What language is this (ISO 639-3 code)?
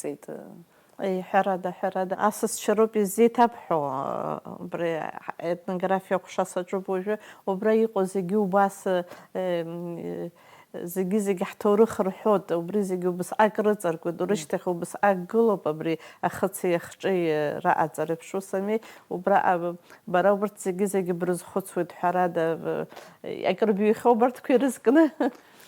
abk